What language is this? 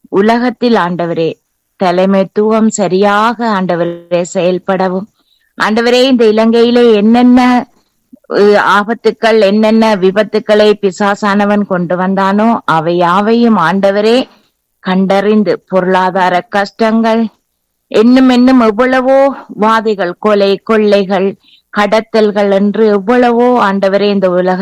Tamil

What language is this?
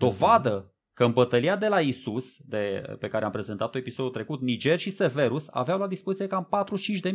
Romanian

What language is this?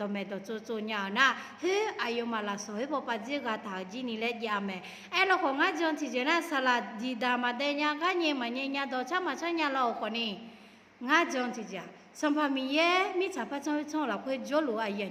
Akha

